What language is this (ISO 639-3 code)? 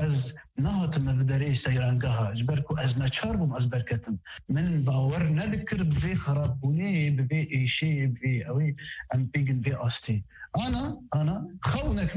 kur